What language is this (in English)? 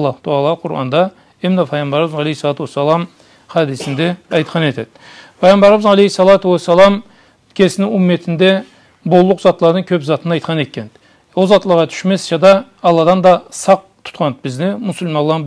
Karachay-Balkar